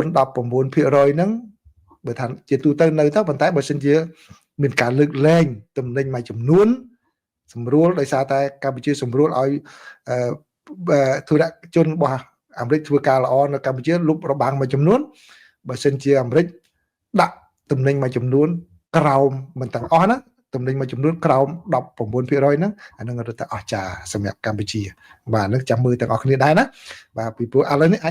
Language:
Khmer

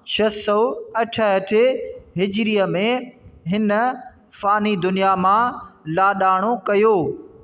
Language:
Sindhi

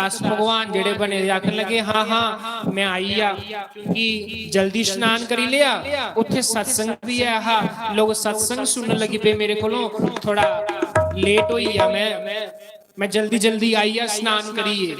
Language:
Dogri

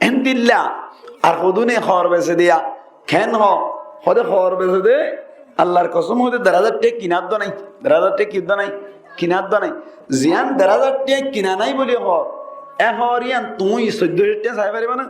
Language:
Rohingya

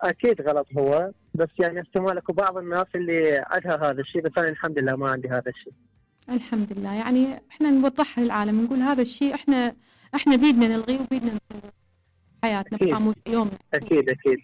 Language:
Mesopotamian Arabic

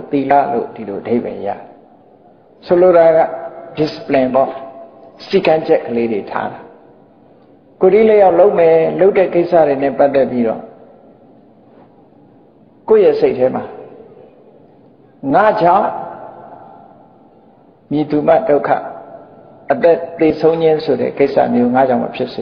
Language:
Burmese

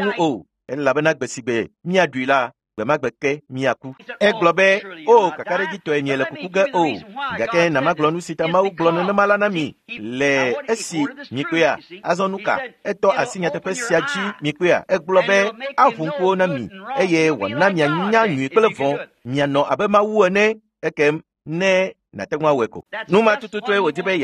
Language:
Ewe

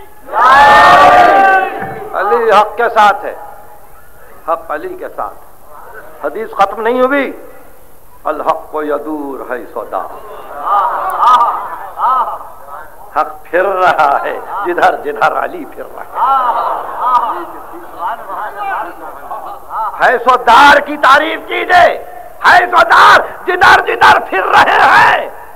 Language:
Urdu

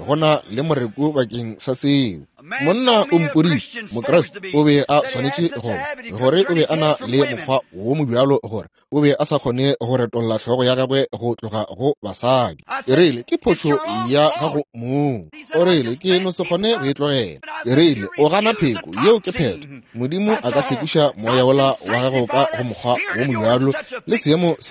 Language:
Northern Sotho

